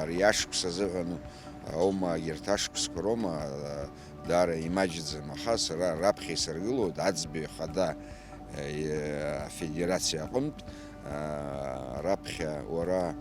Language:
Abkhazian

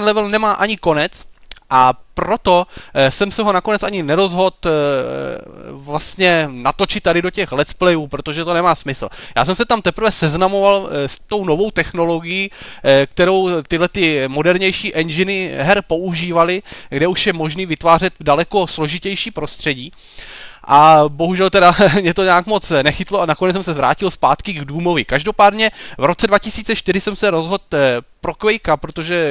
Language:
Czech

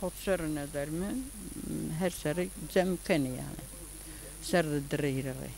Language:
Zaza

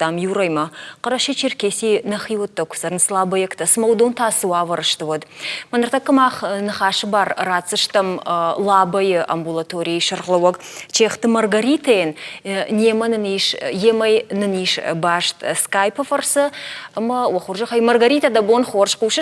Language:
Ossetic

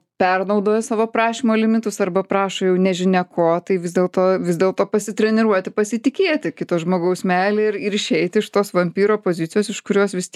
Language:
Lithuanian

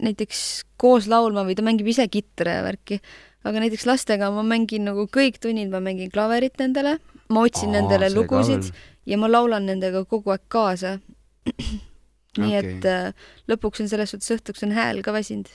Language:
Estonian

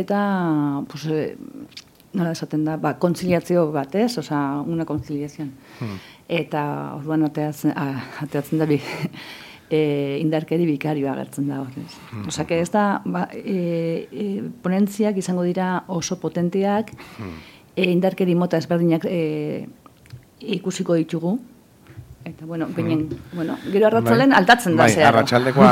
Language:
Basque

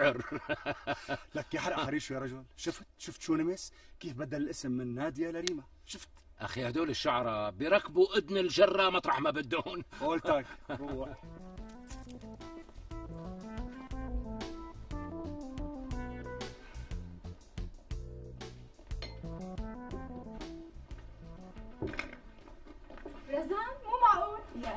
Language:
North Levantine Arabic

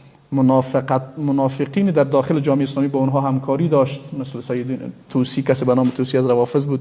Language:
Persian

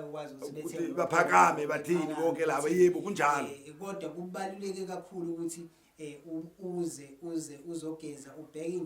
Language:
Zulu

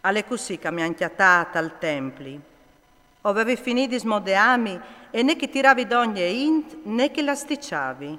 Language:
Friulian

